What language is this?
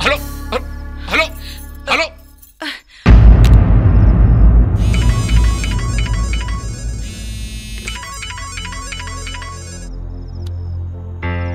Bhojpuri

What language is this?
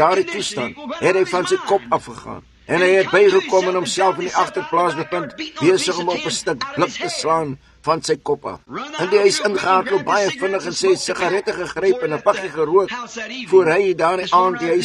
Afrikaans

